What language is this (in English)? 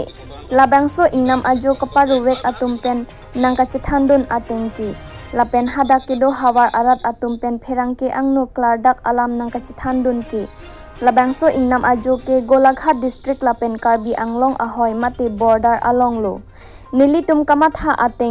Karbi